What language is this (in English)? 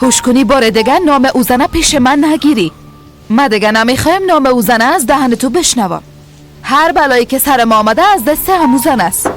Persian